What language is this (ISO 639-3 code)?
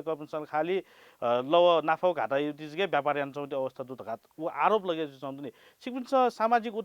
new